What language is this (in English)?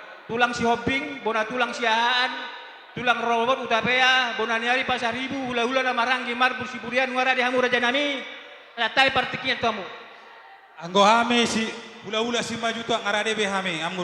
Batak Toba